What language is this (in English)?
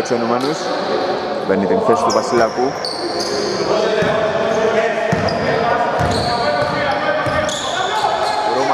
Greek